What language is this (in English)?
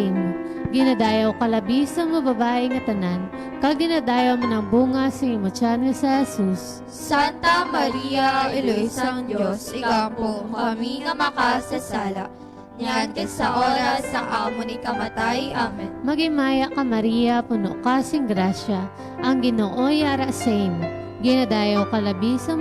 Hiligaynon